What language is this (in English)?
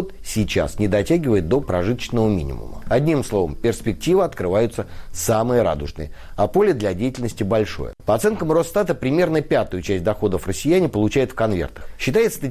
Russian